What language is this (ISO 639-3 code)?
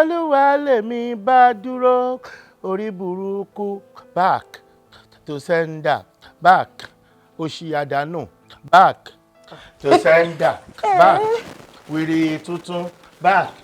yor